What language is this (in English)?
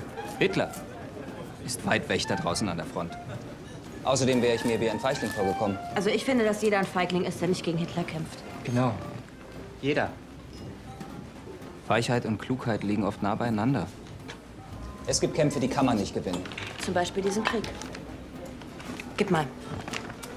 German